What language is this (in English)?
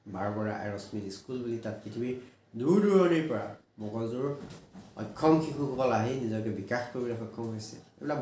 Assamese